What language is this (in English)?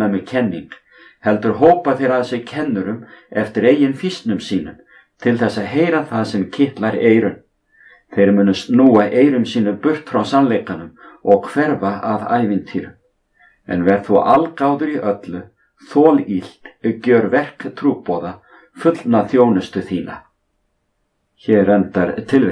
Icelandic